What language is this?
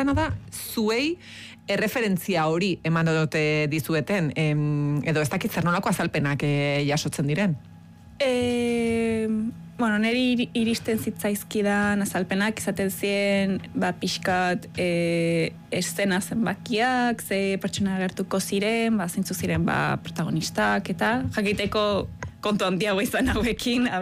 Basque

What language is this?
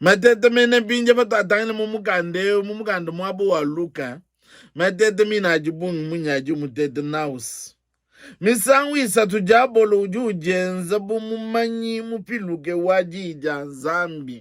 Luba-Lulua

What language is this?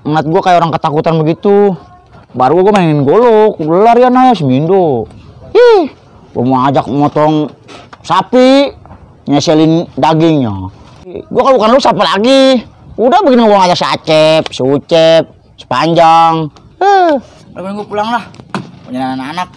Betawi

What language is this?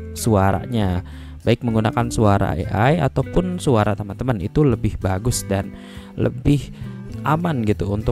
Indonesian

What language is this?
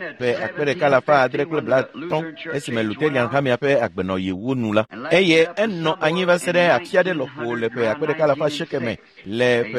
Ewe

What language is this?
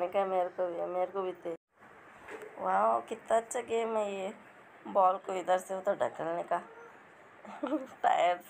Hindi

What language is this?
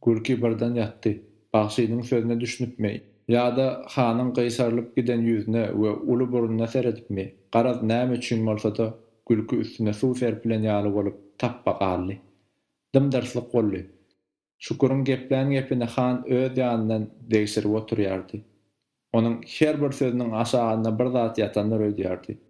Turkmen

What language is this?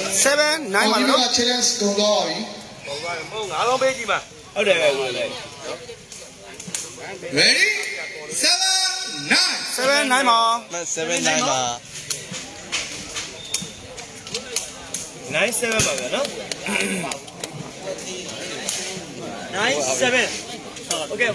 Burmese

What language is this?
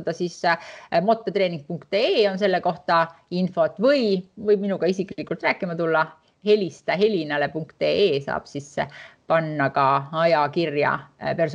Estonian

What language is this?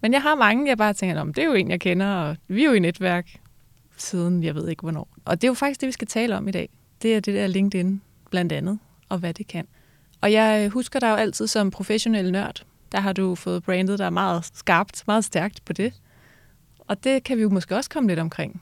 Danish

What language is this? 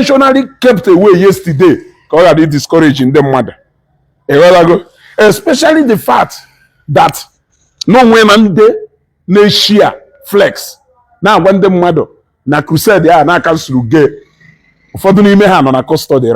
Igbo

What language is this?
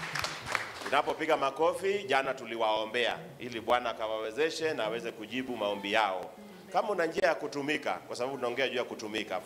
Swahili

